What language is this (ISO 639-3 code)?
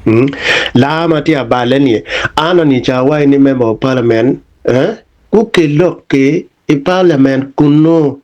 ach